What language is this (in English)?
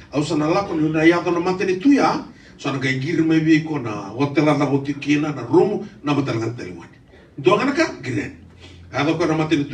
Fijian